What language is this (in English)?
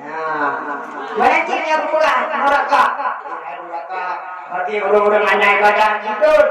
Achinese